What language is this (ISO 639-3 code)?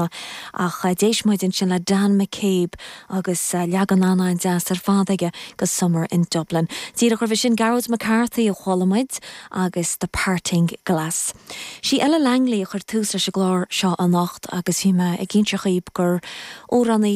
gle